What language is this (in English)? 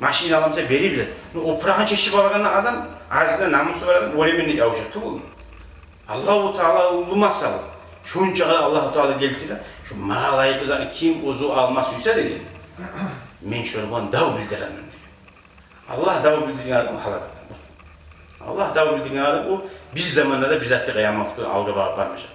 Kumyk